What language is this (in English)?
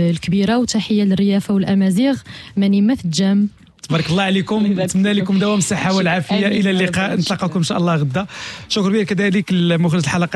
Moroccan Arabic